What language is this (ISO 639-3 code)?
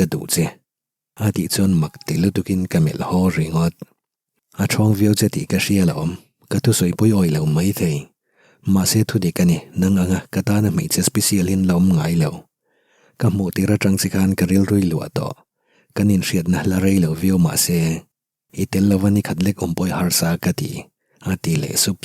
lus